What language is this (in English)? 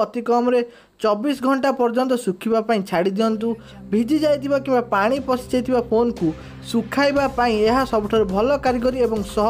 Odia